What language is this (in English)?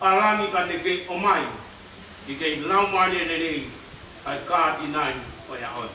Tongan